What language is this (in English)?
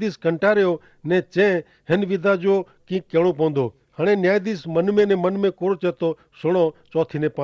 Kachhi